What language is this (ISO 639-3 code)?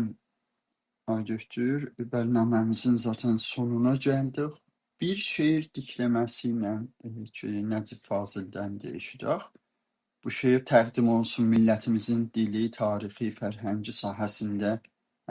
azb